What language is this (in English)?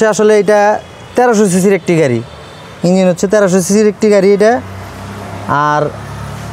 Bangla